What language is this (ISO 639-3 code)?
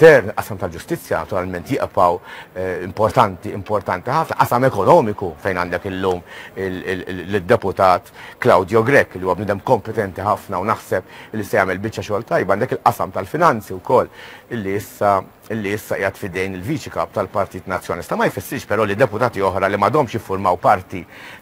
mlt